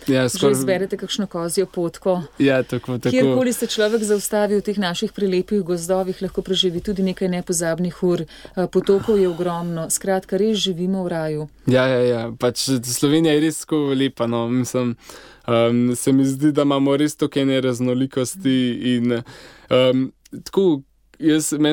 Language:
Slovenian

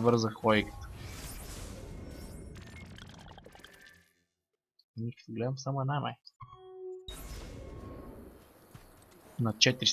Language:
Bulgarian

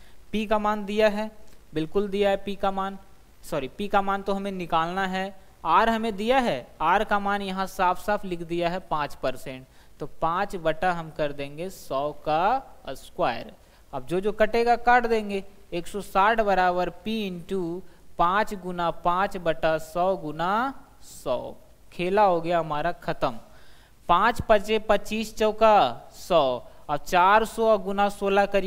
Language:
Hindi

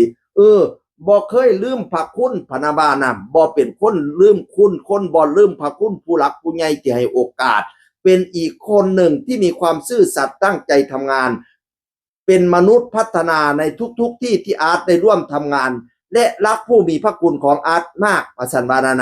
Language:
Northeastern Thai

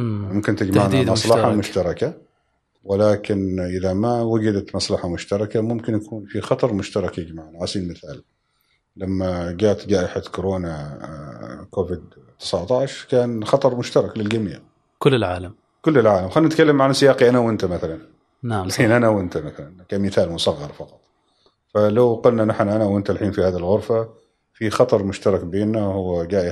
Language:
Gulf Arabic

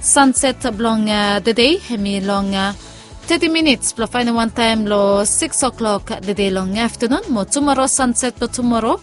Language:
Bislama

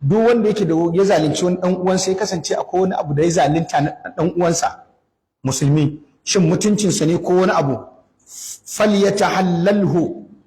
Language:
Hausa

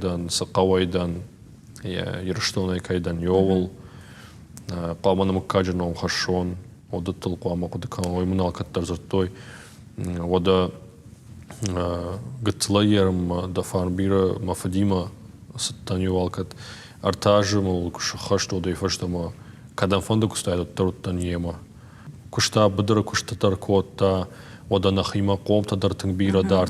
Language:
Ossetic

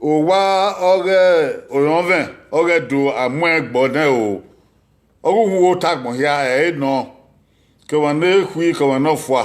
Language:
Bini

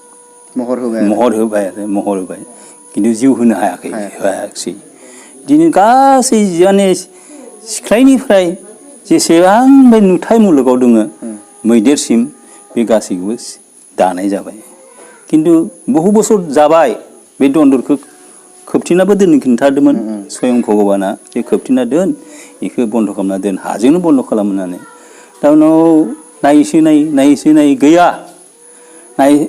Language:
Bodo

